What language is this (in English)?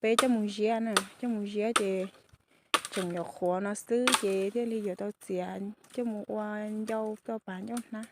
Hmong